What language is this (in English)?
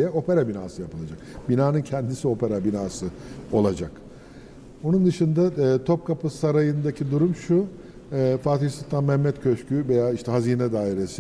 Turkish